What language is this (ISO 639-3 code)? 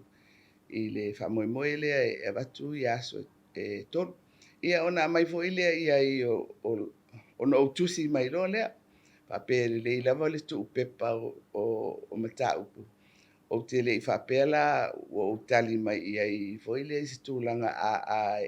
smo